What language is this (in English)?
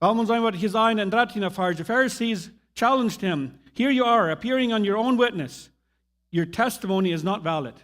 Plautdietsch